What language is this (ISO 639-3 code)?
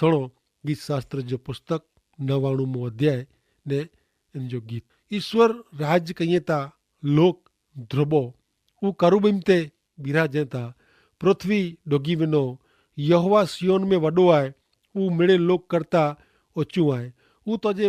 kfr